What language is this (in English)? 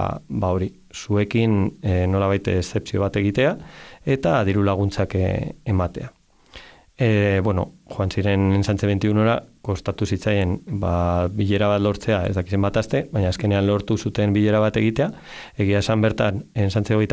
Basque